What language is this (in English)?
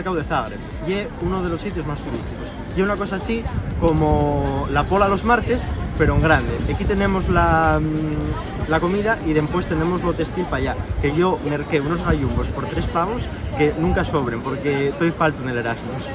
Asturian